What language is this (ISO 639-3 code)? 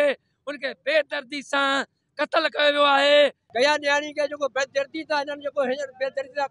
snd